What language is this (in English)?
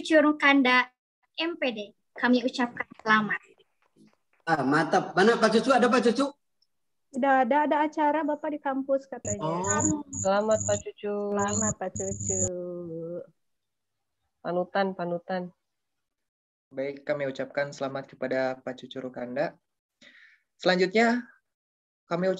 Indonesian